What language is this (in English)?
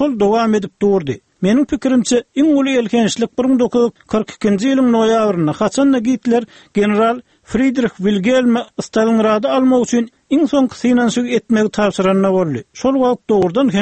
Turkmen